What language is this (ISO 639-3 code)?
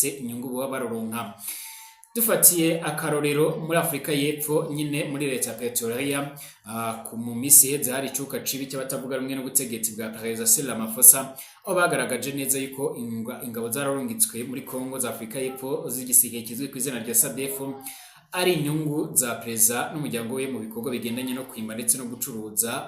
run